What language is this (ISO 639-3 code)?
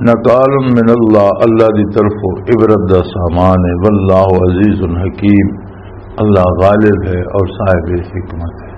lah